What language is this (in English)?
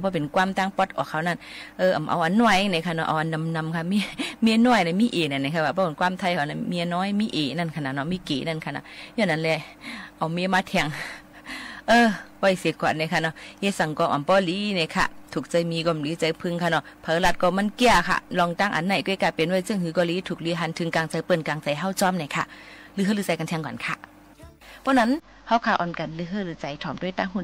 Shan